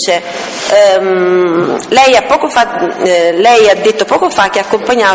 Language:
Italian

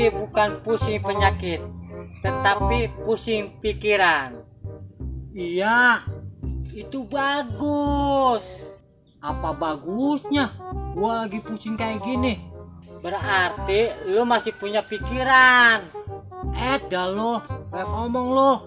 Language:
Betawi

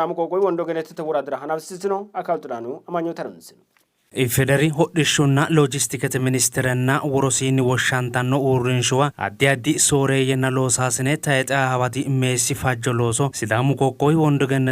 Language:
Sidamo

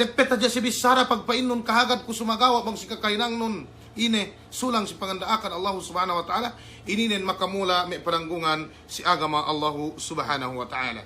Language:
Yakan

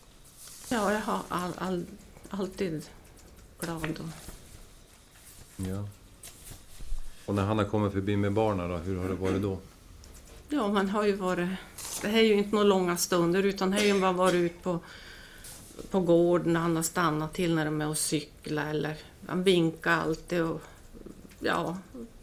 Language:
Swedish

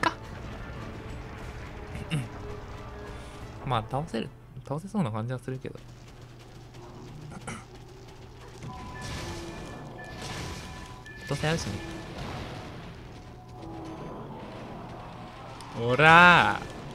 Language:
Japanese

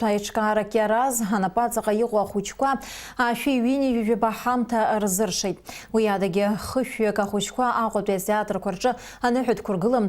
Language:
Abkhazian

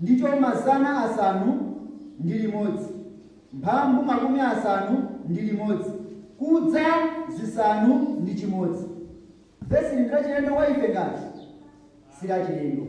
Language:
Nyanja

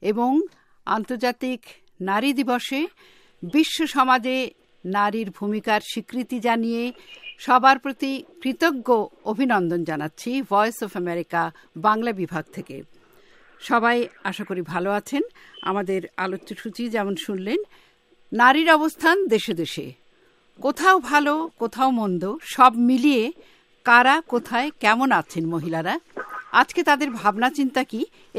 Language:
Bangla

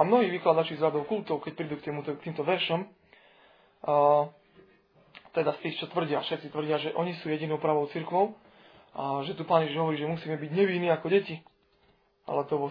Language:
Slovak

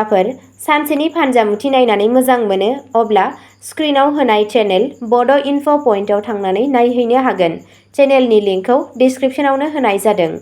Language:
Bodo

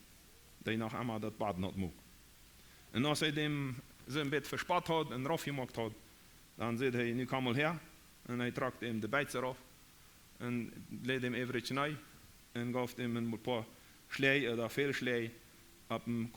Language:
Plautdietsch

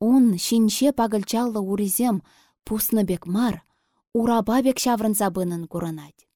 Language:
Chuvash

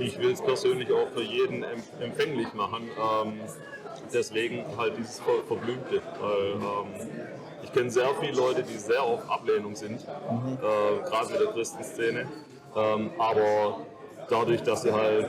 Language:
Swiss German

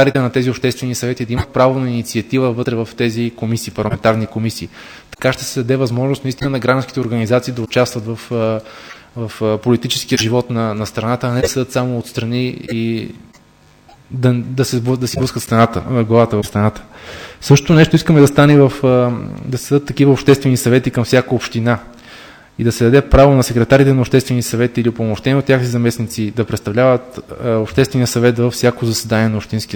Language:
Bulgarian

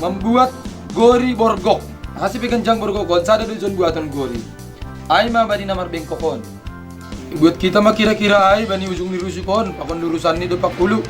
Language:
Batak Simalungun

